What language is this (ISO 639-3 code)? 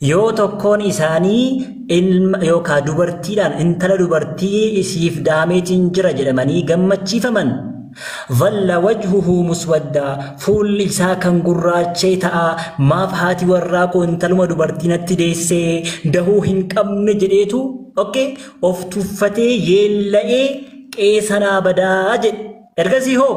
orm